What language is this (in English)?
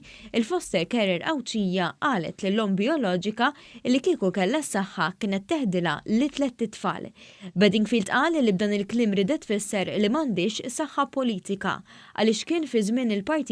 Maltese